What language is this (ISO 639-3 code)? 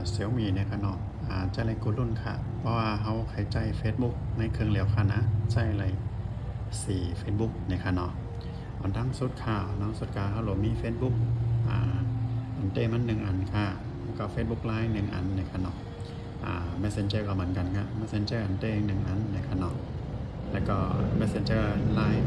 shn